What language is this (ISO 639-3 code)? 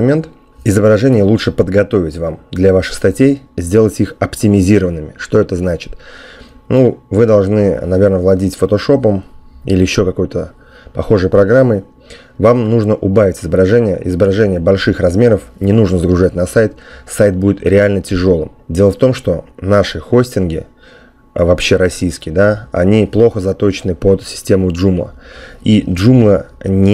rus